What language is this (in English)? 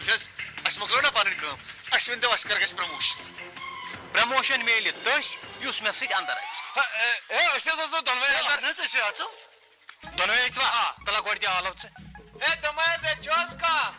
Kashmiri